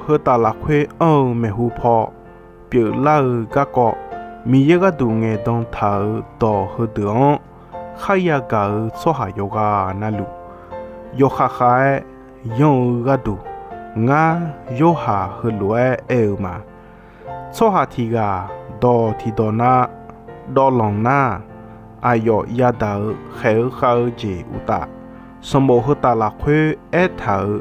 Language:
Akha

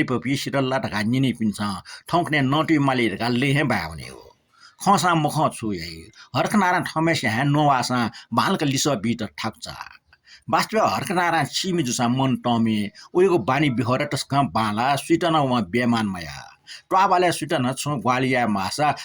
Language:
Newari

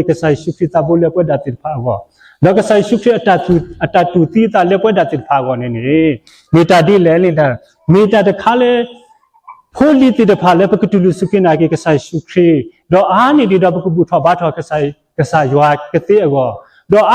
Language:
S'gaw Karen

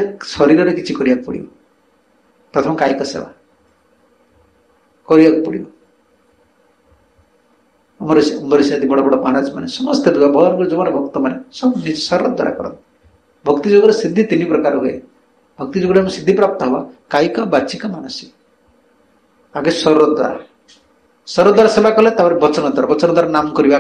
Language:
Odia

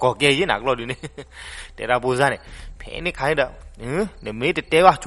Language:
S'gaw Karen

